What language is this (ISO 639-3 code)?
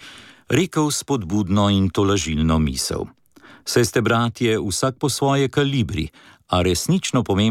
slv